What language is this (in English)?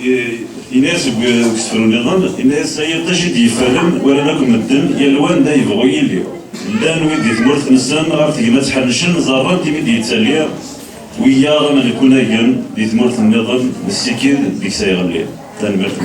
Kabyle